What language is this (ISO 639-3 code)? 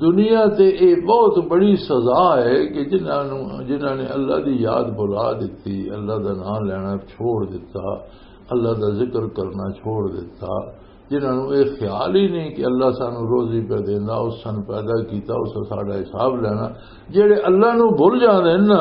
lah